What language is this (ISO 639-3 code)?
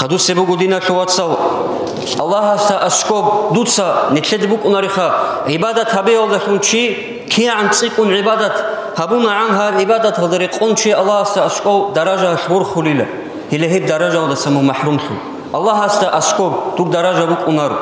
ava